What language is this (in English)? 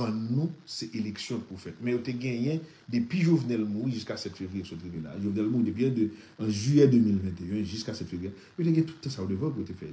Haitian Creole